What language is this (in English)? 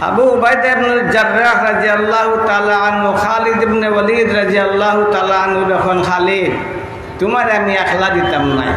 Sylheti